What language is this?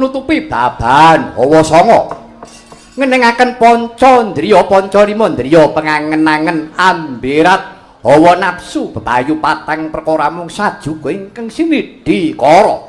Javanese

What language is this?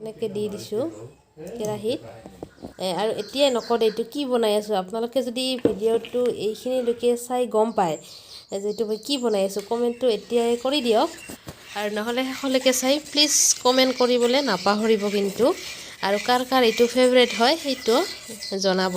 Assamese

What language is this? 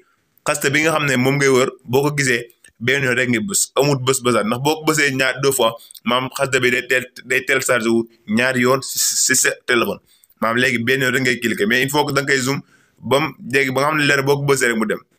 Wolof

